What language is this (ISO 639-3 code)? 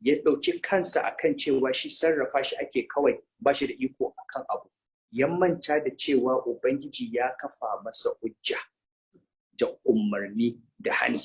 hau